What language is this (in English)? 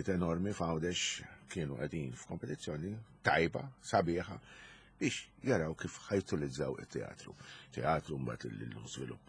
Maltese